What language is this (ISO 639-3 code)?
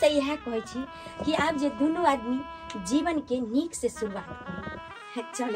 mai